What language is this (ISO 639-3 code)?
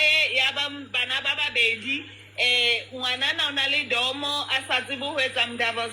sot